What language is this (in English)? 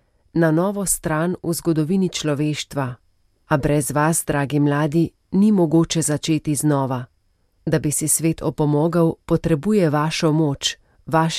Slovenian